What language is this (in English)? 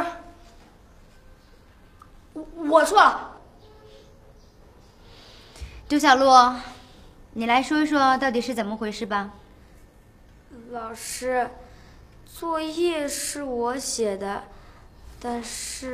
Chinese